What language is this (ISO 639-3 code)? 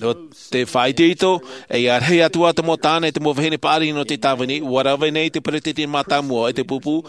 tah